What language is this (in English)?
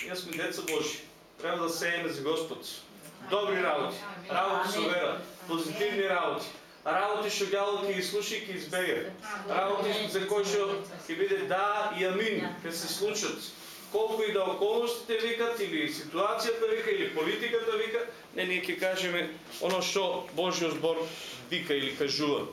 Macedonian